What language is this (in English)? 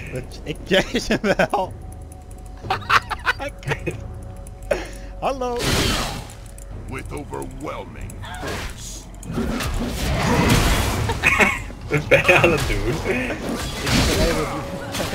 Dutch